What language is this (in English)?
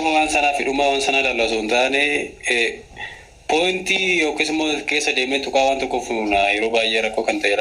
Oromo